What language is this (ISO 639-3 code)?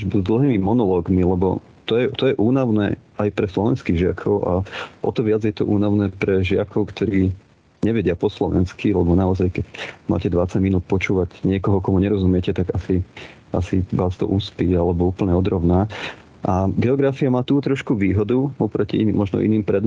slk